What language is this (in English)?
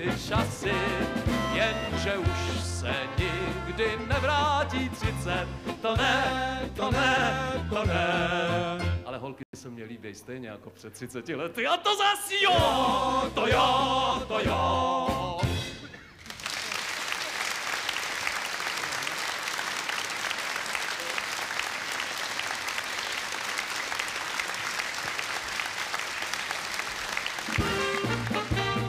Czech